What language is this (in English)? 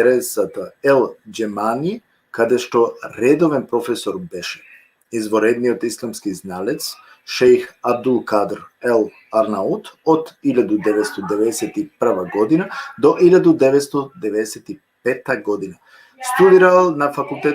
Balkan Romani